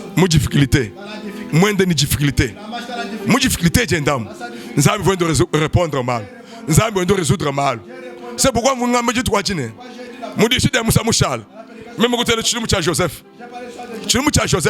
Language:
Luba-Lulua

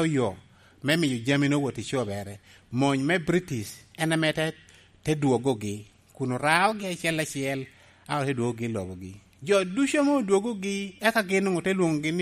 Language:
Lango (Uganda)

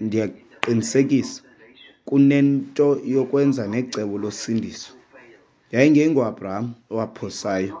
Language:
Xhosa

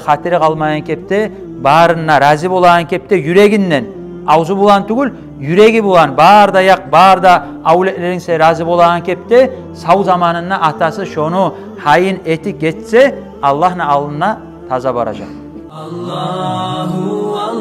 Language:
Kumyk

